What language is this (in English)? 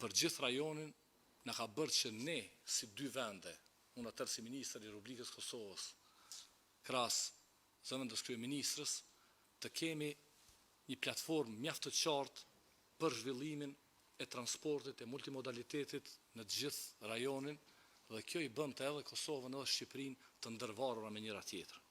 Albanian